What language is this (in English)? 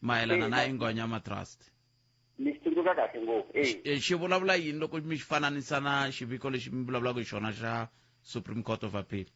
Tsonga